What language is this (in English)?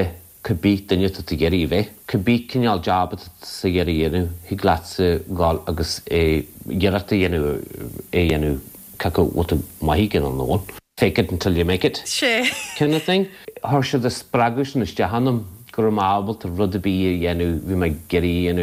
Irish